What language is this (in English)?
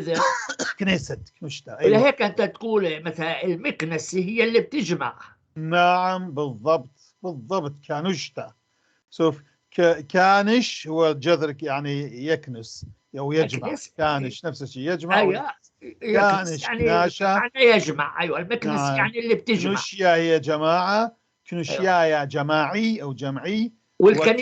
North Levantine Arabic